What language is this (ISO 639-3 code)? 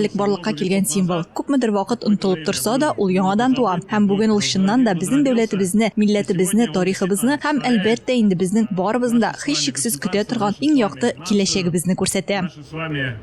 tat